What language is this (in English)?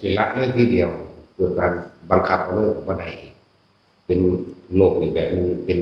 Northeastern Thai